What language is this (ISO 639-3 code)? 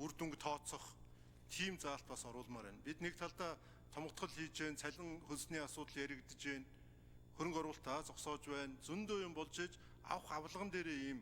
mon